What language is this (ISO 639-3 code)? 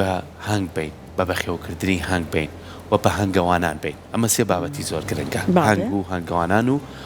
ckb